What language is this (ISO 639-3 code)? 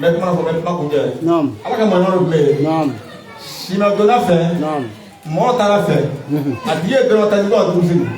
bam